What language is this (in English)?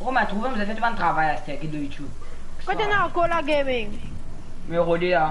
Morisyen